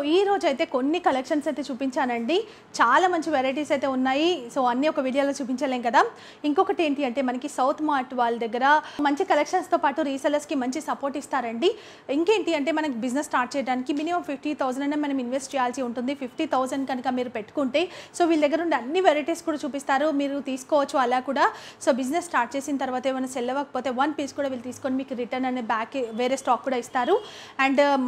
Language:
Telugu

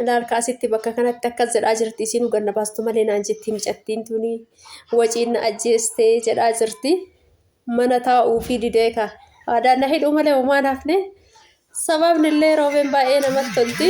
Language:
Oromo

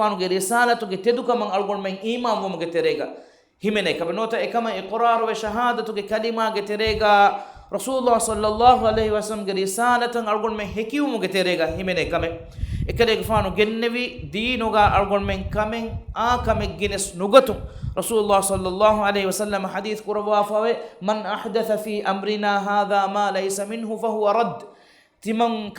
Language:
Divehi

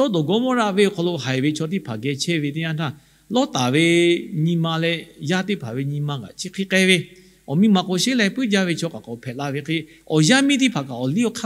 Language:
Lahu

